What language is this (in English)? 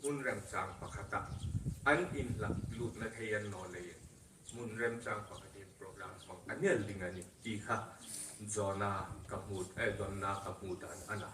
Hmar